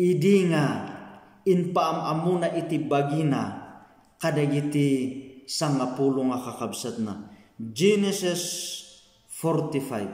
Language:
Iloko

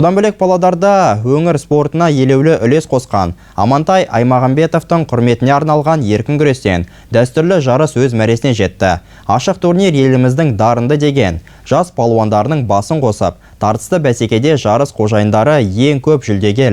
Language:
Kazakh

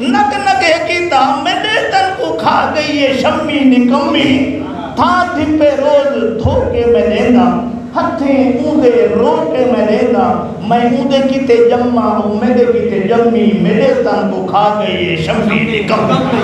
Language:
Saraiki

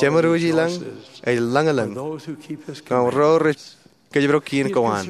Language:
Marshallese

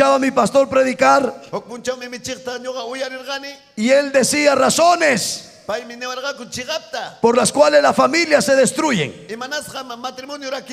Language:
Ayacucho Quechua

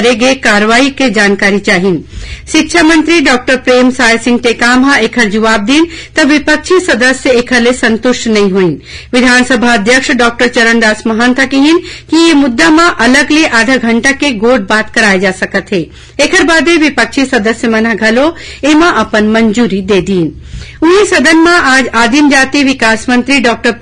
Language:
Chhattisgarhi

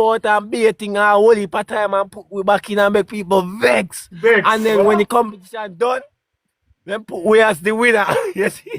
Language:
Jamaican Creole English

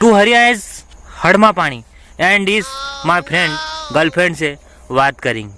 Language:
Rajasthani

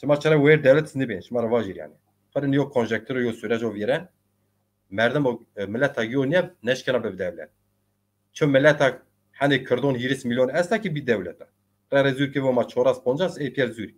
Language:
Zaza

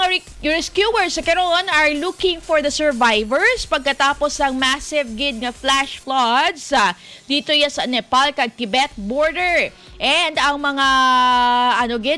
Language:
Hiligaynon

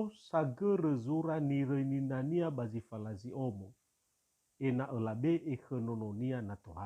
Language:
Nias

